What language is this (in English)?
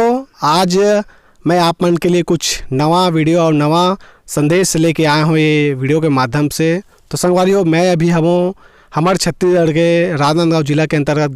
Chhattisgarhi